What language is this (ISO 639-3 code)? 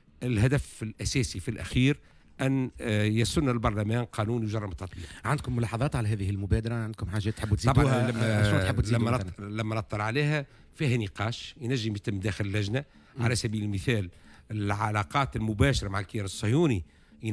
aeb